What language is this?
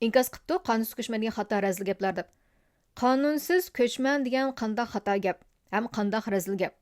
Uyghur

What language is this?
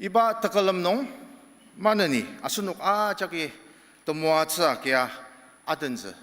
Ao Naga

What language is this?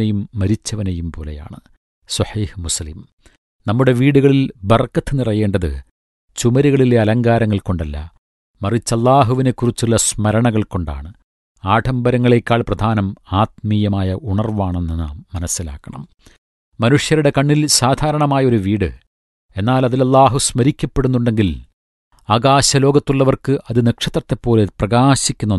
Malayalam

